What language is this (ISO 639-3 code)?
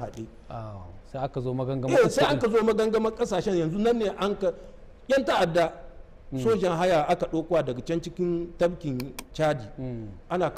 hau